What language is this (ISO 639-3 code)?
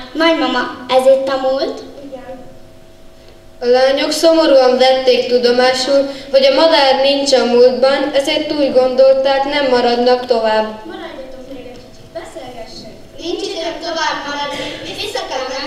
hun